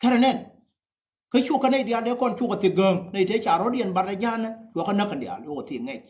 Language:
Nuer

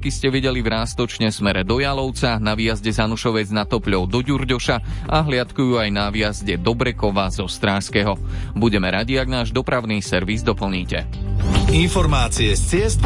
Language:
Slovak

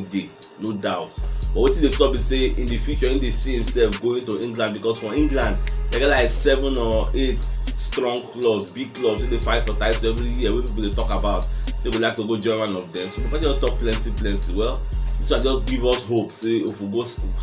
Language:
Nigerian Pidgin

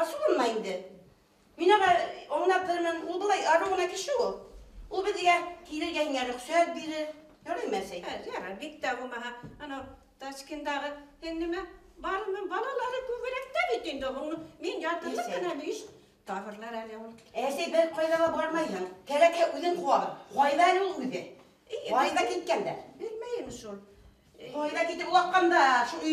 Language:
Bashkir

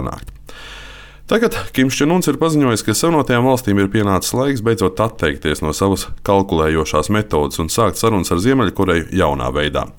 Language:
Latvian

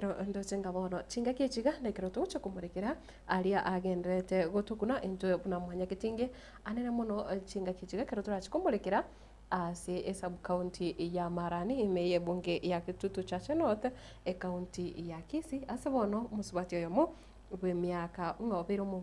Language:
Gusii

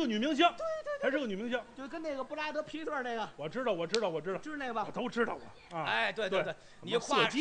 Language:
Chinese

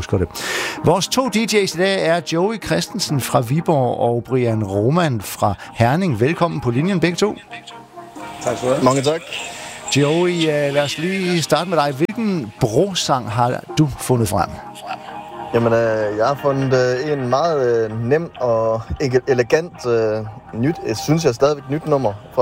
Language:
Danish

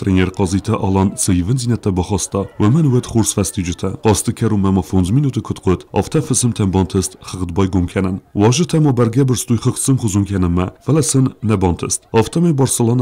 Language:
Ossetic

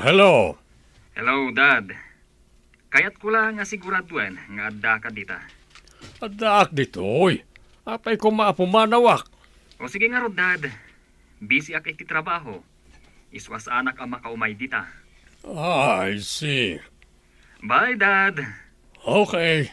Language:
Iloko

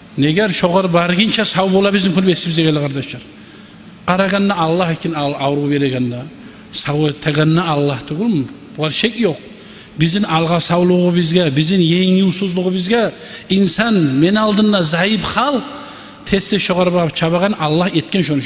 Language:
Kumyk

